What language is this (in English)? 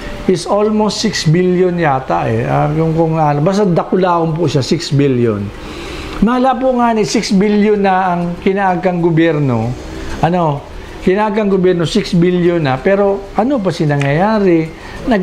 Bikol